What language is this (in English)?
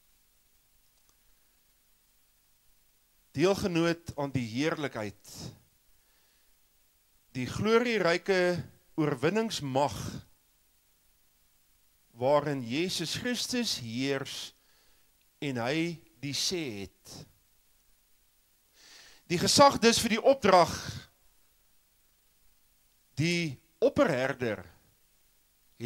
Afrikaans